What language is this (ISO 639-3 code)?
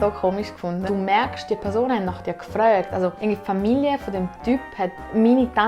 gsw